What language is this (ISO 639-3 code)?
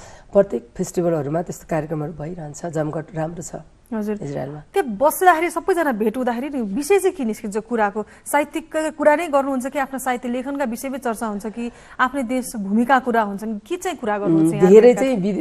nep